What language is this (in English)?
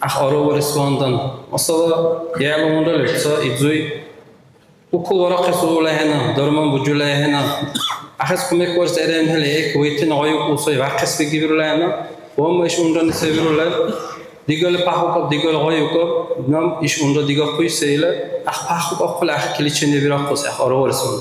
Dargwa